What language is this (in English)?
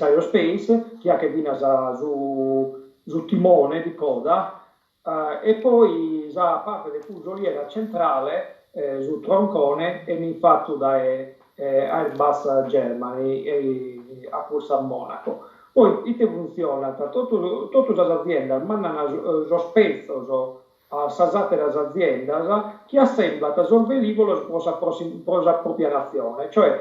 Sardinian